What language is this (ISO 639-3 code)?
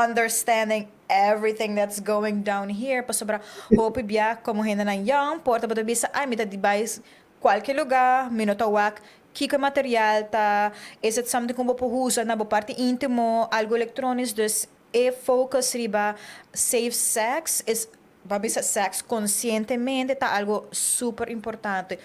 pap